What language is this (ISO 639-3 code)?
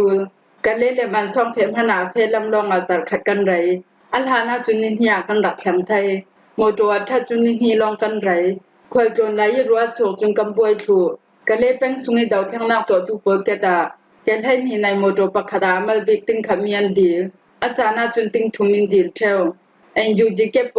cfm